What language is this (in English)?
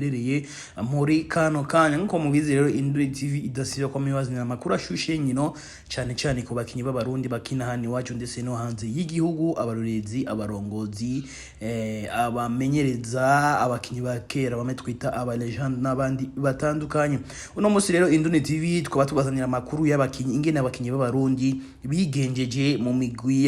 Rundi